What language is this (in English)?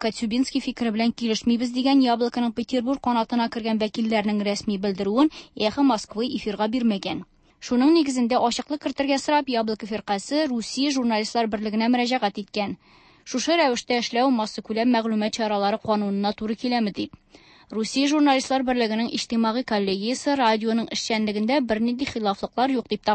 Tatar